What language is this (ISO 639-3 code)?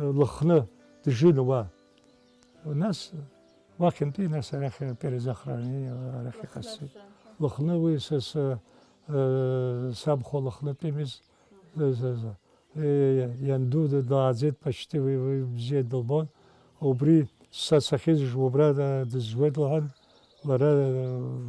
abk